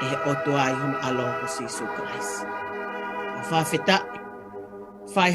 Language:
Tongan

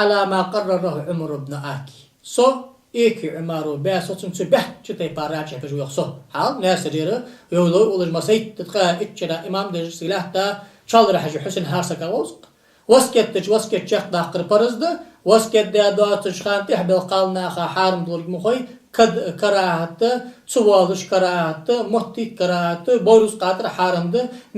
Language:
Ingush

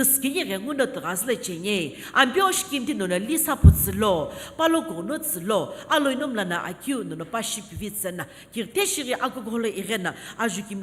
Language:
Sumi Naga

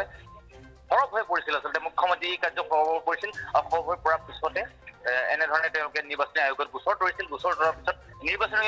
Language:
Assamese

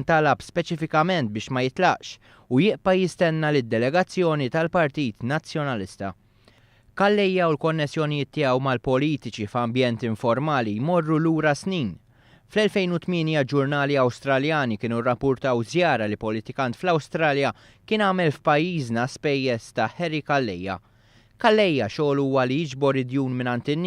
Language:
Maltese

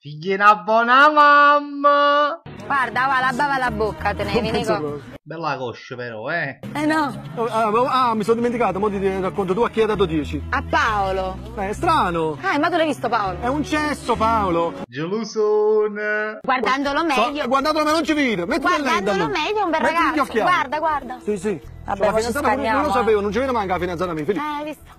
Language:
Neapolitan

